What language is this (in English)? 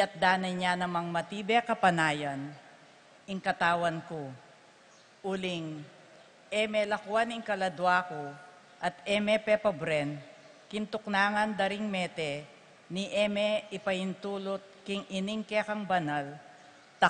Pampanga